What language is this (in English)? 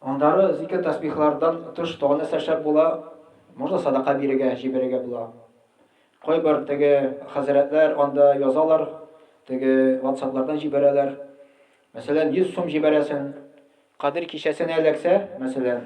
Tatar